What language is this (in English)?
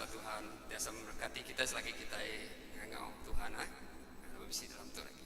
Iban